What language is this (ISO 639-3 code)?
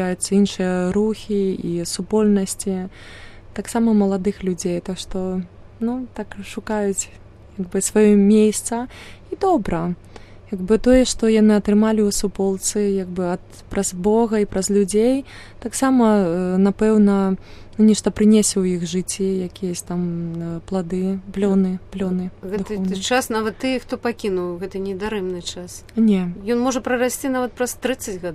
bel